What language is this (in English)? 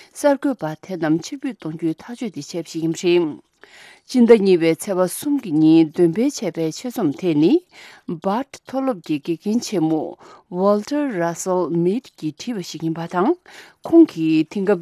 Tibetan